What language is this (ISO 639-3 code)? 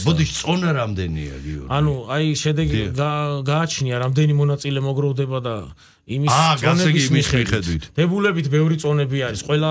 kat